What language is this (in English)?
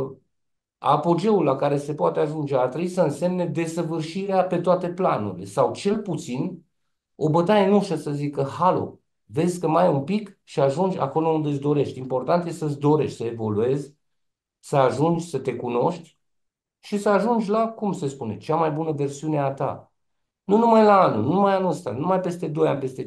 Romanian